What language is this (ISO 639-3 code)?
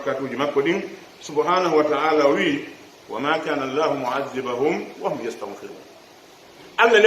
fuf